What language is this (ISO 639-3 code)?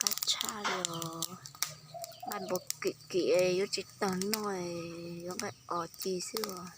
hmn